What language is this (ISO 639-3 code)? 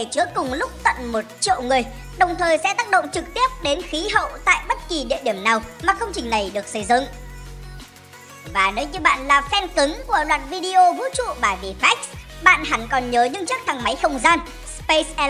vie